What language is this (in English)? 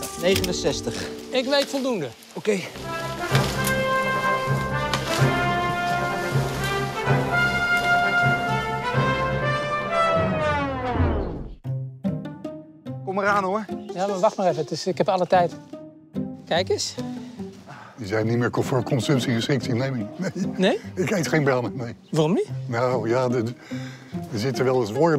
Dutch